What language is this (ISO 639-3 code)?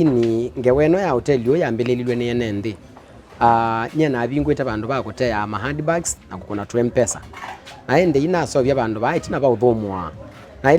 kam